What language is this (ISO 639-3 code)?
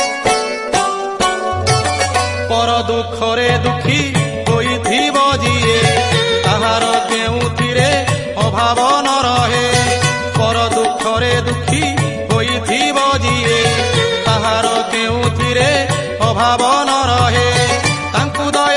ori